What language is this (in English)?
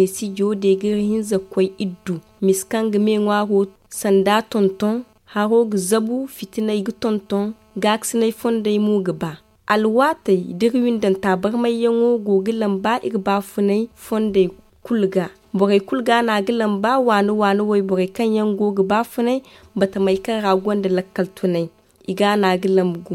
Zarma